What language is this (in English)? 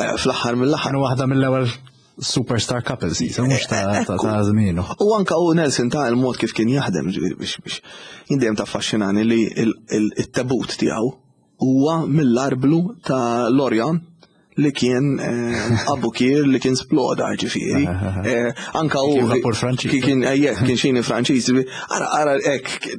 Maltese